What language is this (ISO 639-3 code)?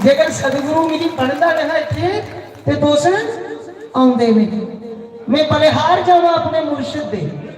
doi